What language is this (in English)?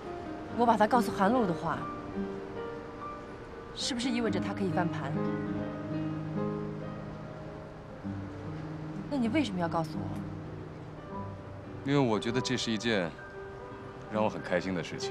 Chinese